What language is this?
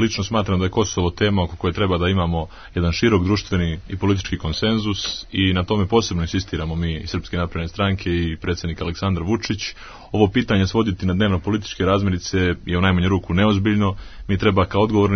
Serbian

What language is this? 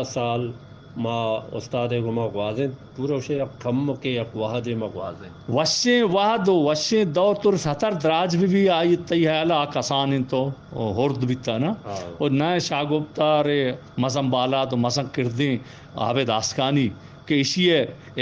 Eastern Balochi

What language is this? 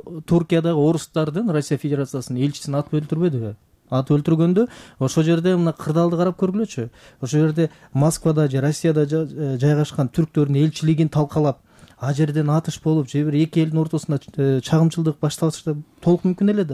Kyrgyz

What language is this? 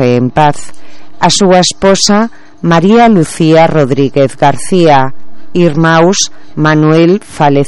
Galician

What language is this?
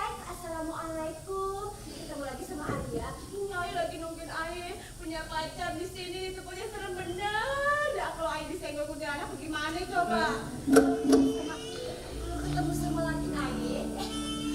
Betawi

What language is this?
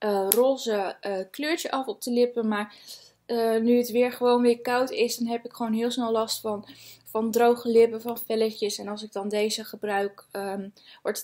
Dutch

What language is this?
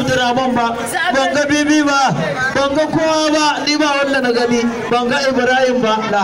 Hausa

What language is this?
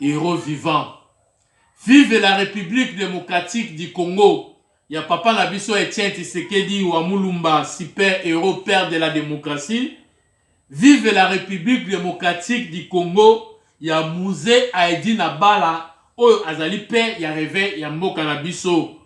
Lingala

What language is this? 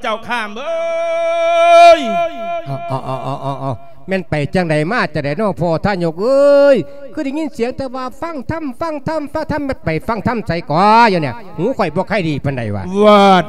Lao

